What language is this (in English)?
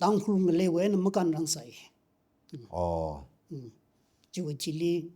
Tangkhul Naga (India)